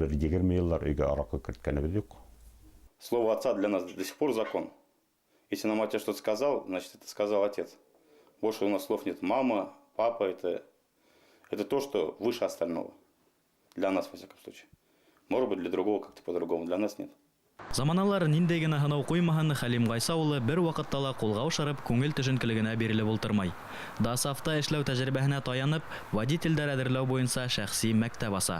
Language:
Bashkir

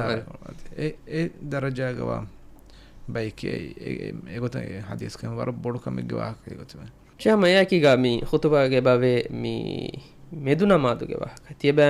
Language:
Divehi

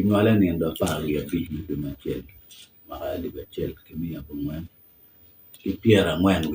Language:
Acoli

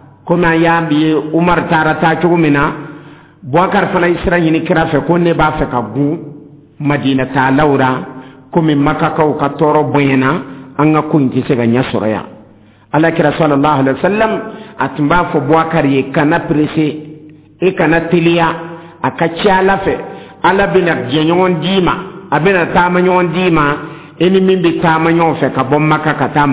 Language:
Dyula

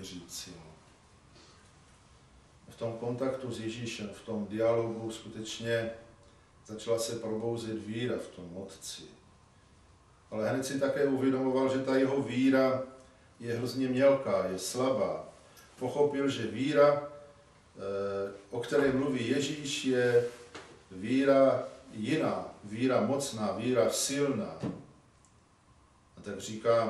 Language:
Czech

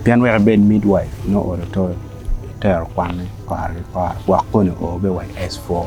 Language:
Acoli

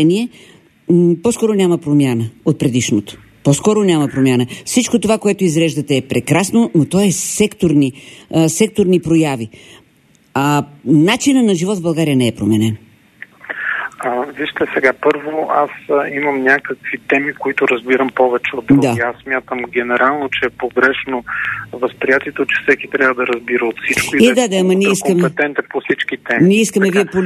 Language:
Bulgarian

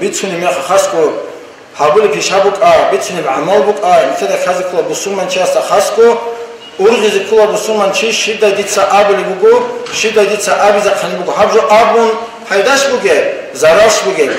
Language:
Avaric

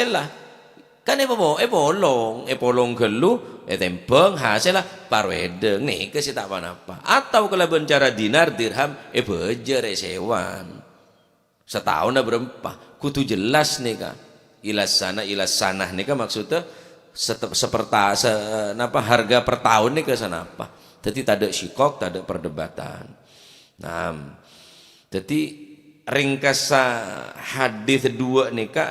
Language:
Madurese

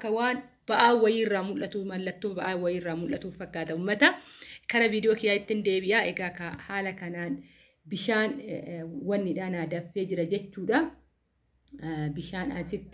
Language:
Oromo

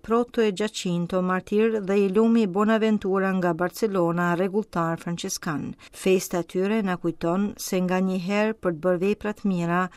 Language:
Albanian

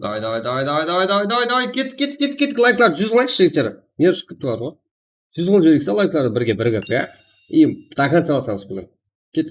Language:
Kara-Kalpak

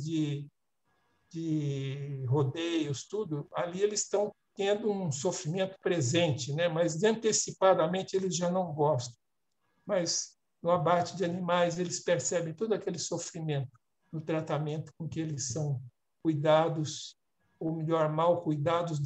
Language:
Portuguese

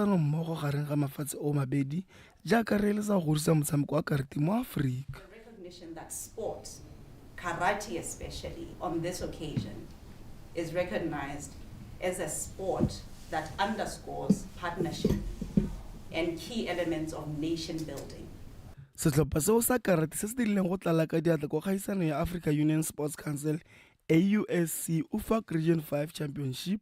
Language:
Tswana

